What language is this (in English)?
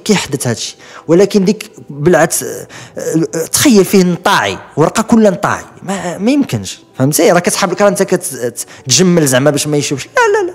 Moroccan Arabic